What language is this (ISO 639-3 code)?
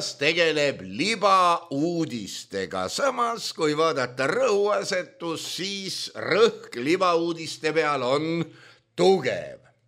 est